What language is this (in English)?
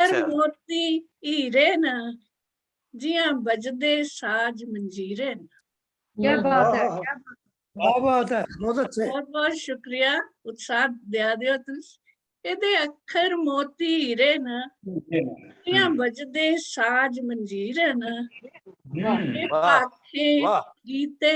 Dogri